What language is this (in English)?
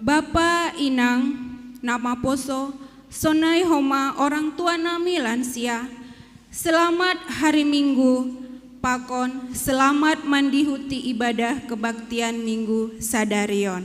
Batak Simalungun